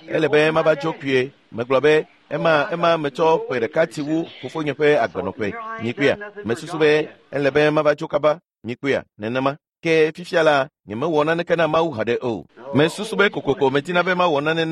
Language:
Ewe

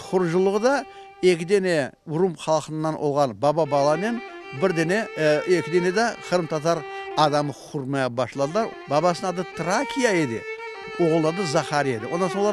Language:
Crimean Tatar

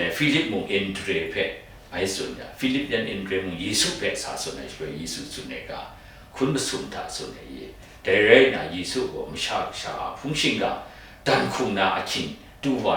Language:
Kachin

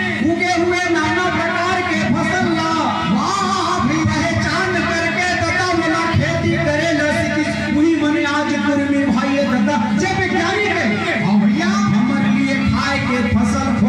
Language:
Chhattisgarhi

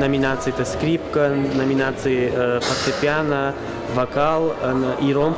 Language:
Ossetic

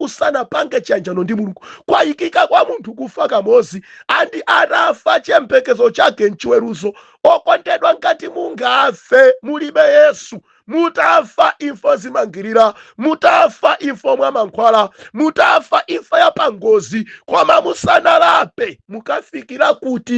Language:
Nyanja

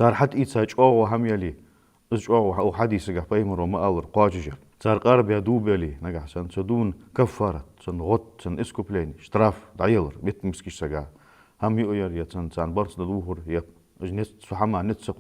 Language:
Ingush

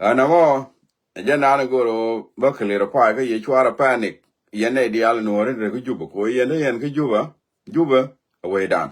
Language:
Nuer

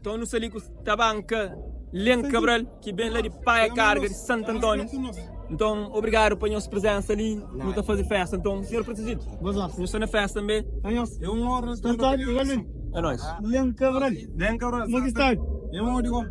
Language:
Kabuverdianu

